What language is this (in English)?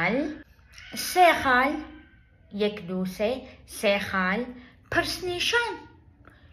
Kurdish